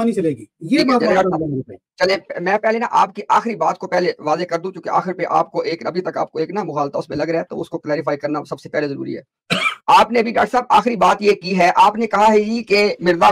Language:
Urdu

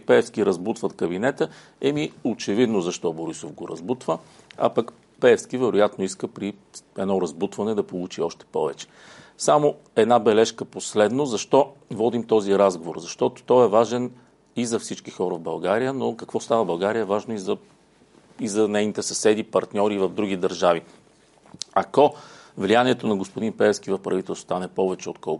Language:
Bulgarian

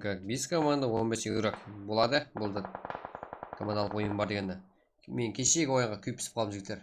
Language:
Kara-Kalpak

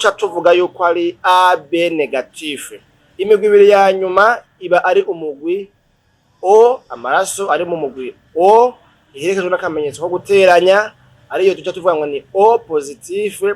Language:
Rundi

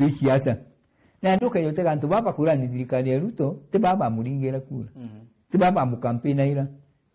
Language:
Meru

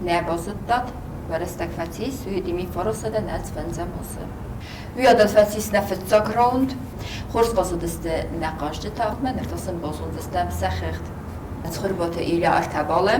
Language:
Ossetic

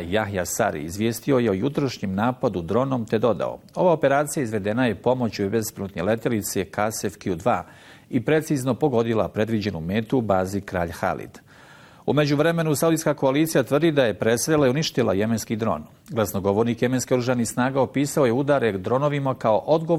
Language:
Bosnian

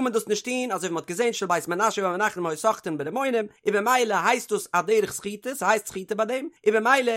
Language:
Yiddish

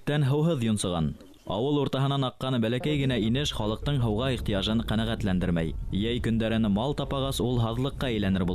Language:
Bashkir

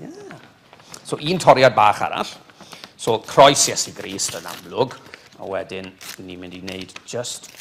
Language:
Welsh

